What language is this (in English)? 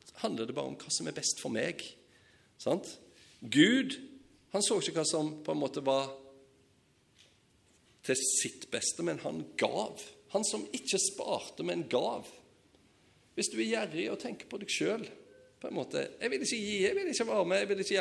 Norwegian